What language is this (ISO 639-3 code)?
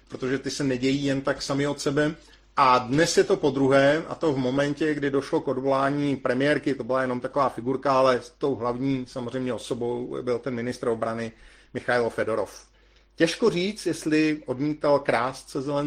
ces